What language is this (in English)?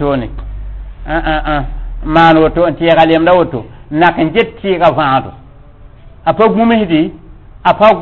Mossi